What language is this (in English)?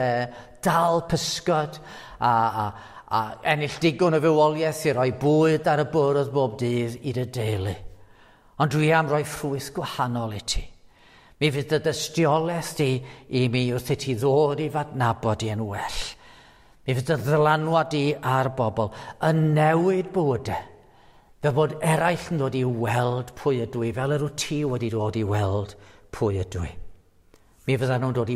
Welsh